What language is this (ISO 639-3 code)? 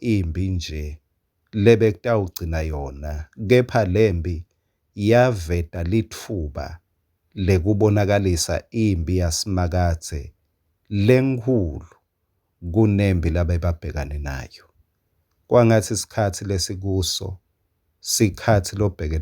ssw